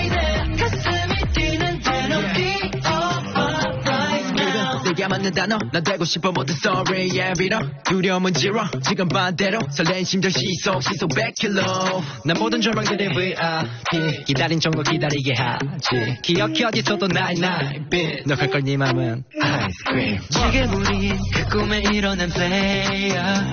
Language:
Korean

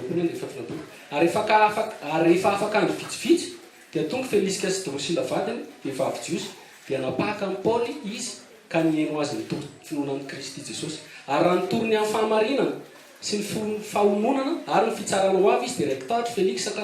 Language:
Malagasy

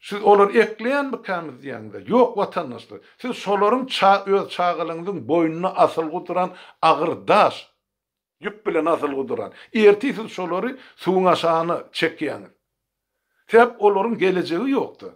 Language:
Turkmen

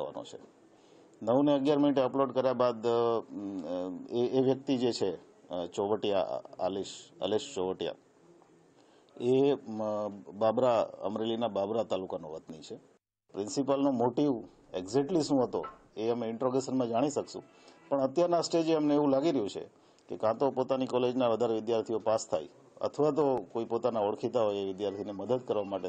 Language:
Gujarati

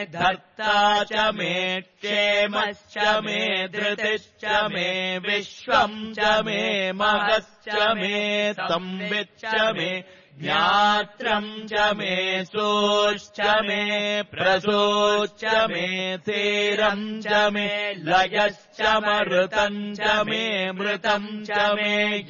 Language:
Sanskrit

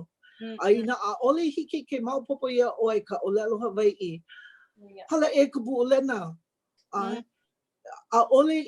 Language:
Hawaiian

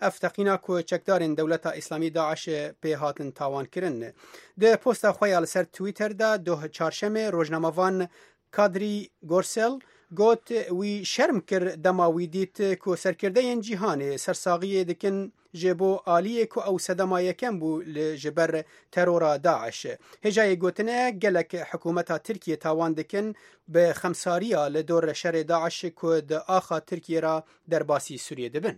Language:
Kurdish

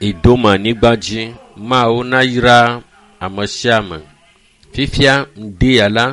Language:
Ewe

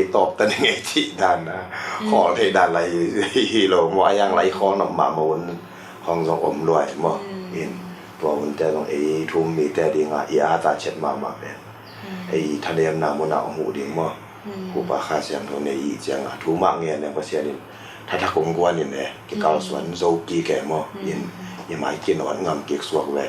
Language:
Tedim Chin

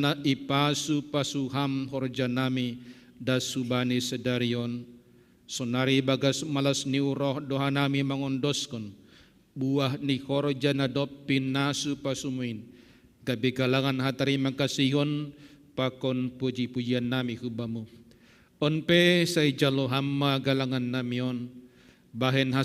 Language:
Batak Simalungun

